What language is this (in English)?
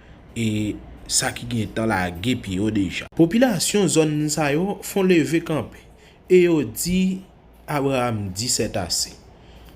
Haitian Creole